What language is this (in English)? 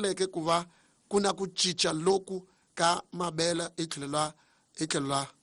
Tsonga